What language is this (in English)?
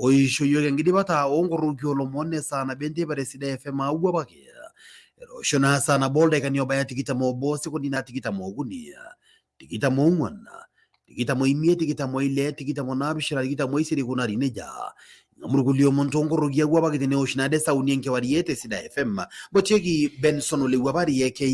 Masai